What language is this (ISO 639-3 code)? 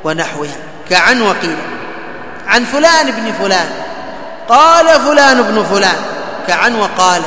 ara